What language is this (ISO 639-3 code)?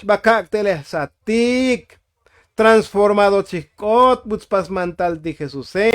tzo